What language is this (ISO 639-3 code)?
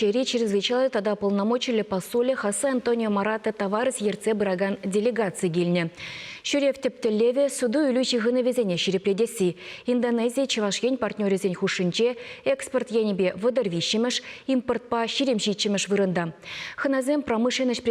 chv